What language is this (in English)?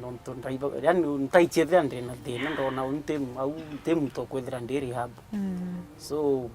Meru